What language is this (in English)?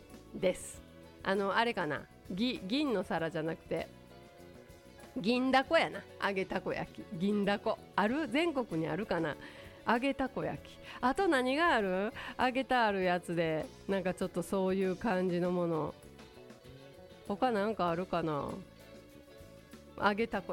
Japanese